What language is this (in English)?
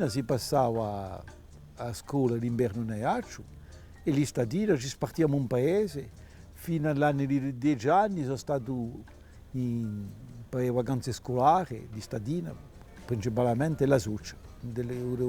Corsican